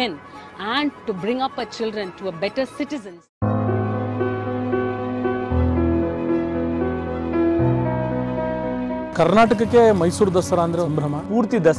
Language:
Kannada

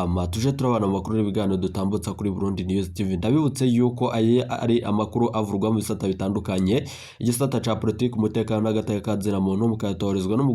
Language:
Rundi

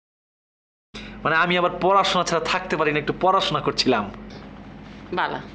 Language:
Bangla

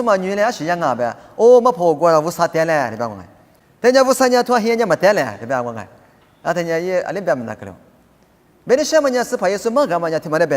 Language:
Lisu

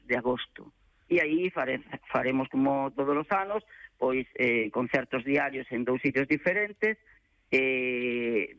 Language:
Galician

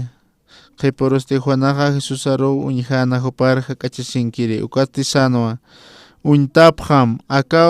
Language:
Aymara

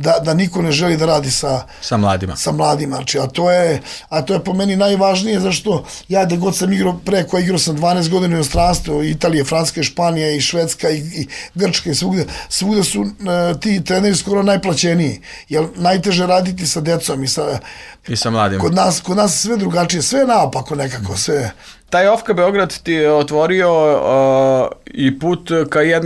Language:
Serbian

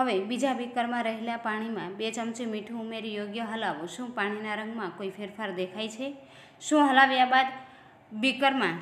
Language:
Gujarati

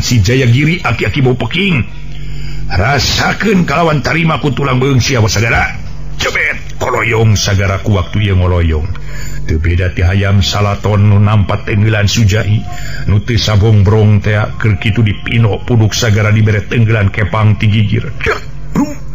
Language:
Sundanese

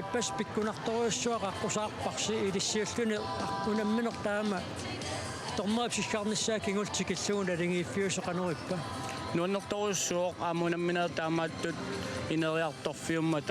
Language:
Kalaallisut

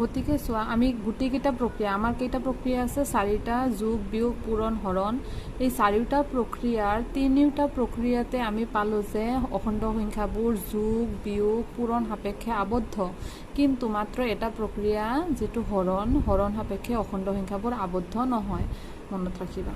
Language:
Assamese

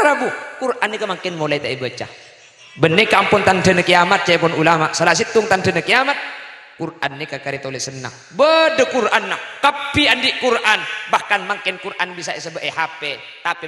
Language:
Madurese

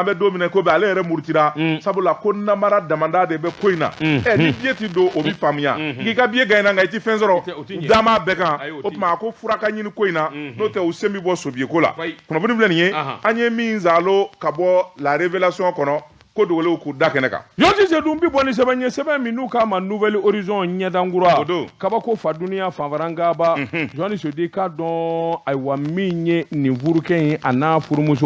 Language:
Bambara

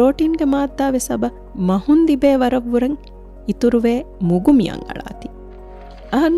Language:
Divehi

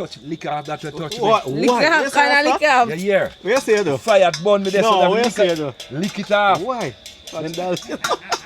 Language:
Jamaican Creole English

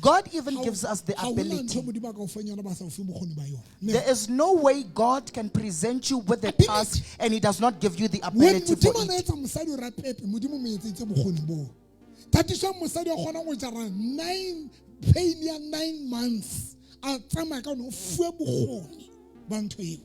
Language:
Southern Sotho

